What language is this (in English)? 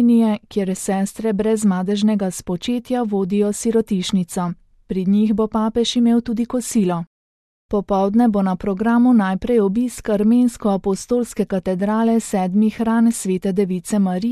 Slovenian